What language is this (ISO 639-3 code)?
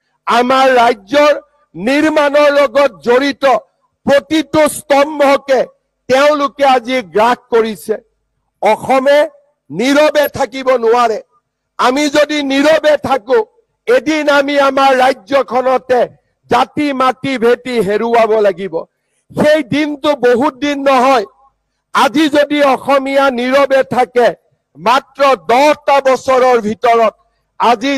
asm